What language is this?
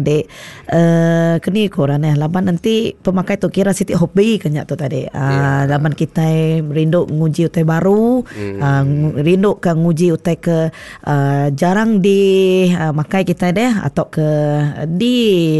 Iban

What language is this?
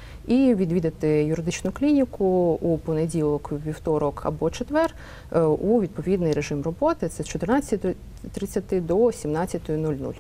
Ukrainian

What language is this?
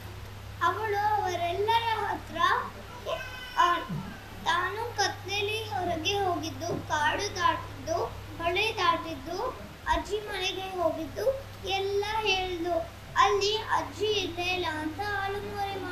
Kannada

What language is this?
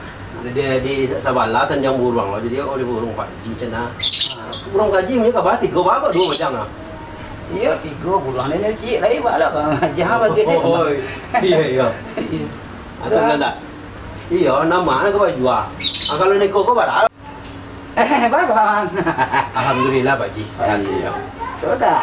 Minangkabau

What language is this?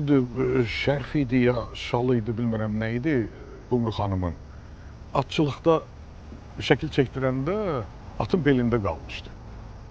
Azerbaijani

